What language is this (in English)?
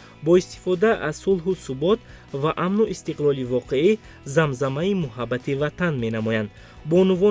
Tajik